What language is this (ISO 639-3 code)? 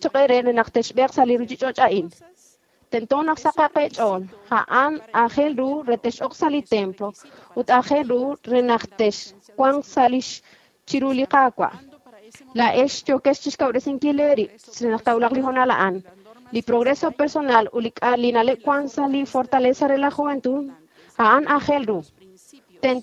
kek